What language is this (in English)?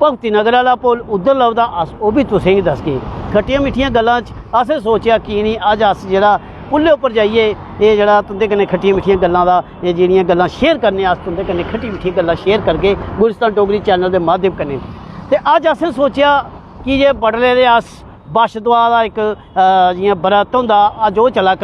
Dogri